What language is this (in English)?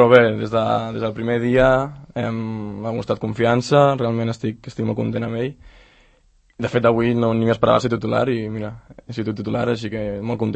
Catalan